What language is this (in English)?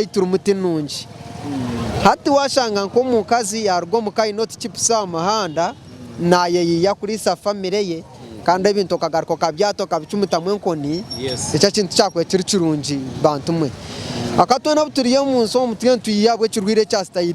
Nyankole